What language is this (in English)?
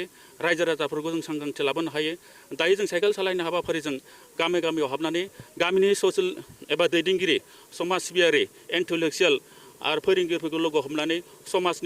Bodo